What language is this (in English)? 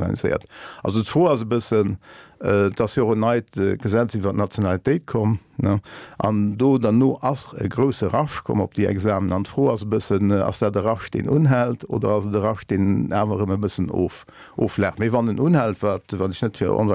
Luxembourgish